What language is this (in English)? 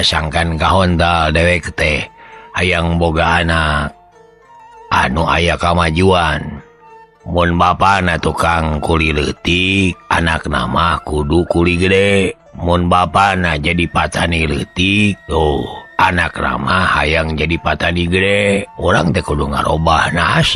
Sundanese